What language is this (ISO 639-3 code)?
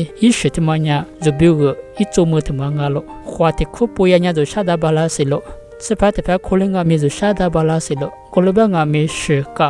lis